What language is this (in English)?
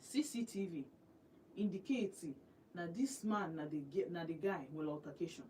Igbo